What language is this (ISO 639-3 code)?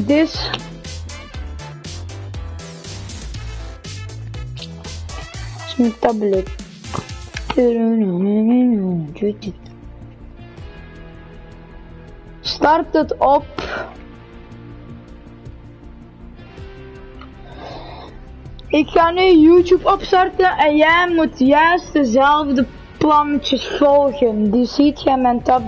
nld